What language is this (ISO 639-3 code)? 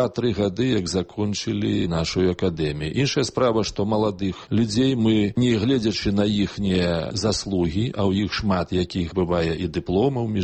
bel